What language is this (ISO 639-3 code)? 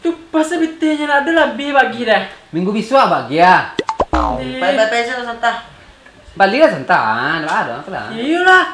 min